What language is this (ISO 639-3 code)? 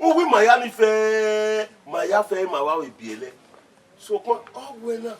bin